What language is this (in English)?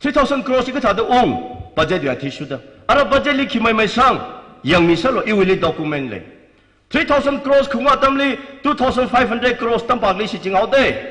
Tangkhul Naga (India)